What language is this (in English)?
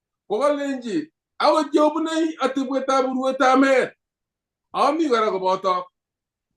Kalenjin